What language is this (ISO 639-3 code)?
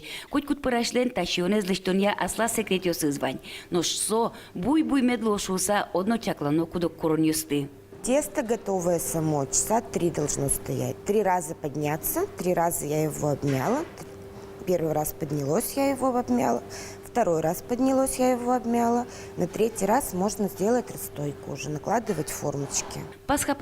udm